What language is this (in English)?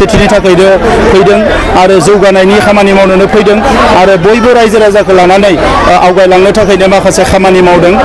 Bodo